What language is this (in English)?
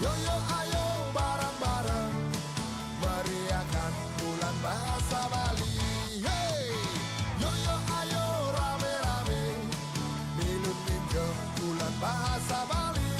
Balinese